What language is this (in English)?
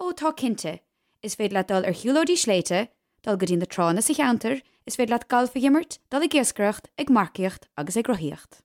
Irish